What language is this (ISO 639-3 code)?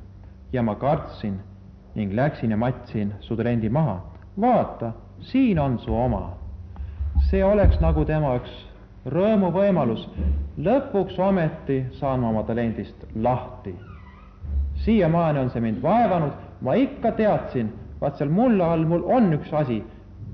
est